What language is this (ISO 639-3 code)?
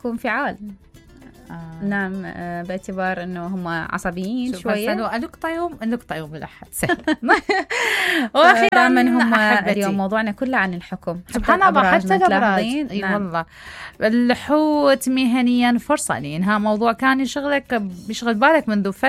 acm